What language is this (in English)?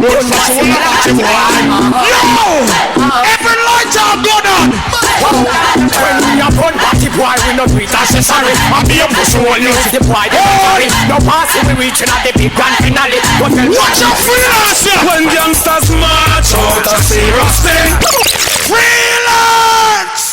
Jamaican Creole English